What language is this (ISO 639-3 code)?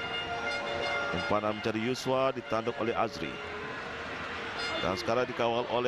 msa